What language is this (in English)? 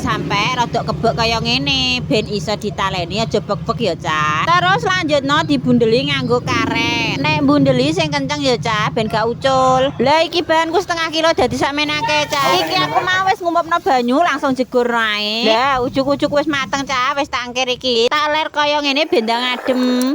Javanese